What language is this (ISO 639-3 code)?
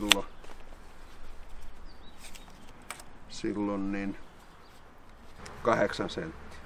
fin